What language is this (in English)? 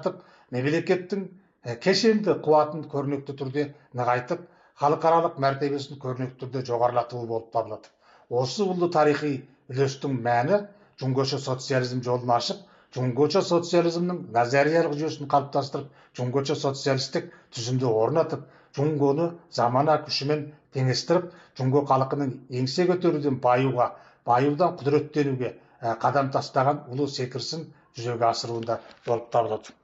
Kazakh